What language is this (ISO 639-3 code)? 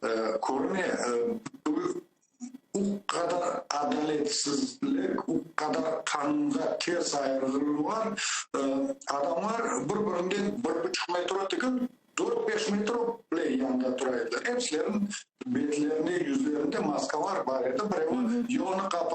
crh